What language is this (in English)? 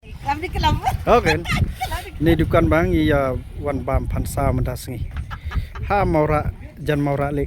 Khasi